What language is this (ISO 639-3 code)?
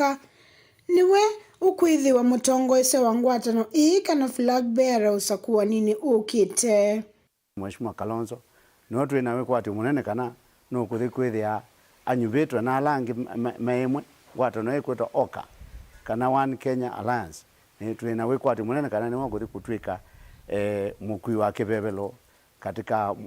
kam